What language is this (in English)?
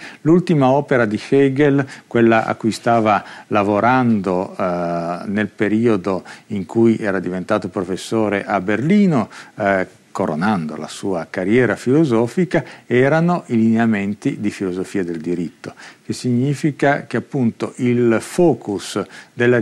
Italian